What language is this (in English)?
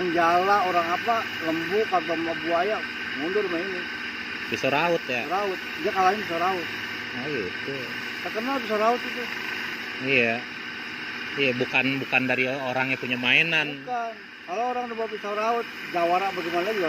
Betawi